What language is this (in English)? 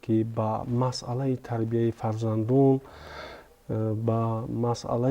Tajik